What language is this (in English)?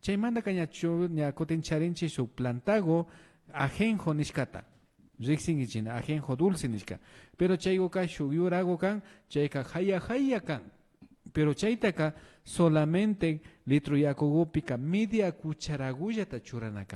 Imbabura Highland Quichua